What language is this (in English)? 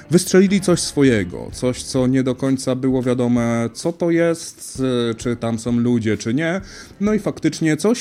Polish